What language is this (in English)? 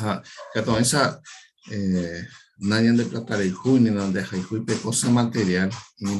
Guarani